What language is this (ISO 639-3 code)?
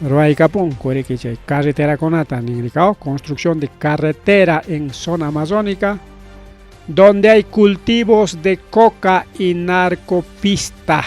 quy